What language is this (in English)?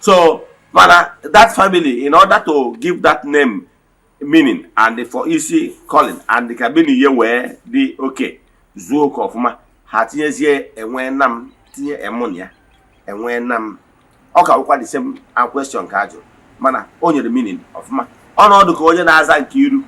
Igbo